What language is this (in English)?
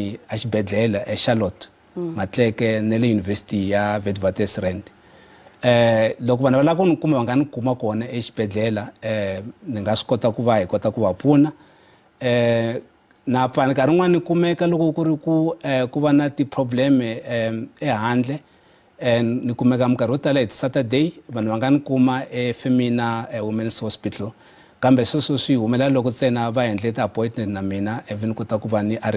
Tsonga